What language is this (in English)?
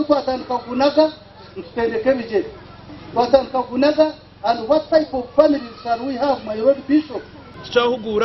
Nyankole